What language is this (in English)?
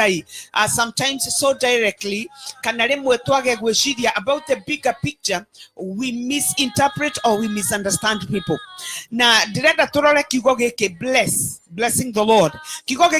Kikuyu